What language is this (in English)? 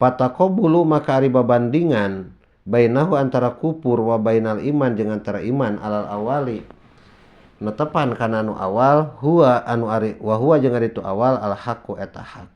Sundanese